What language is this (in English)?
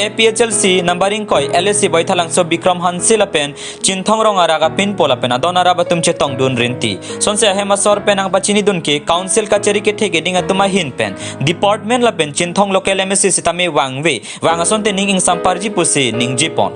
Karbi